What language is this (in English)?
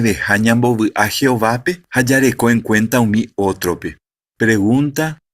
Guarani